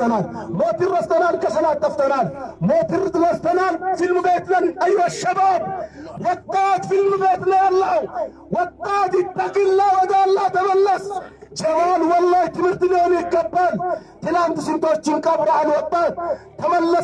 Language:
Amharic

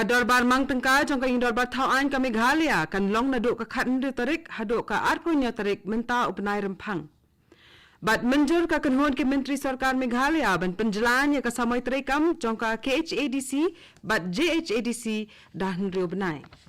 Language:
Khasi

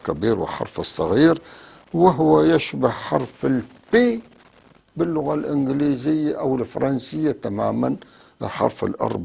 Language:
North Levantine Arabic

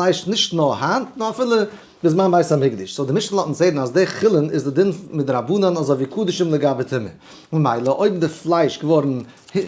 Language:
Yiddish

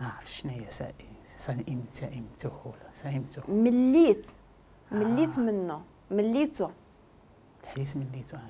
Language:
Moroccan Arabic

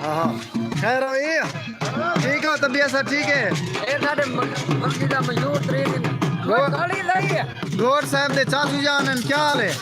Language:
Saraiki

